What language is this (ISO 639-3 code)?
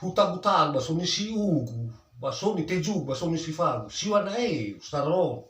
nia